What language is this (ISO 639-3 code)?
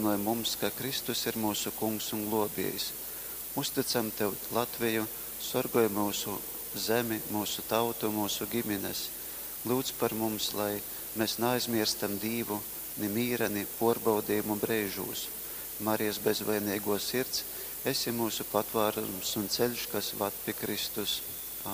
ltg